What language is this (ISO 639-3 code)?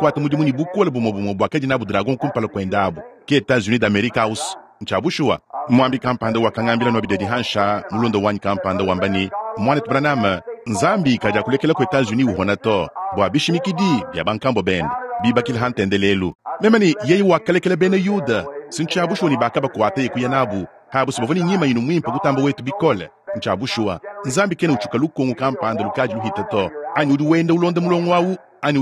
lua